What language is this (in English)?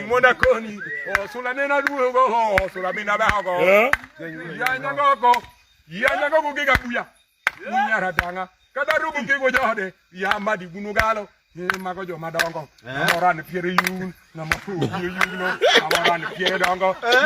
Luo (Kenya and Tanzania)